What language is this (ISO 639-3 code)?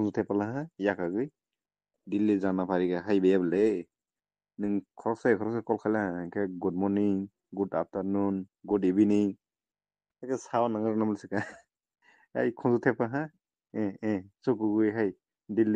trp